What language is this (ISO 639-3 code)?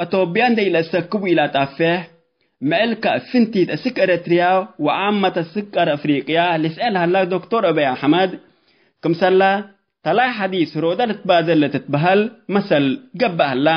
tig